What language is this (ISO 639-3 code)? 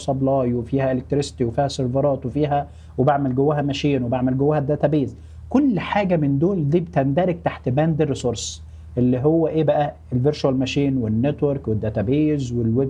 arz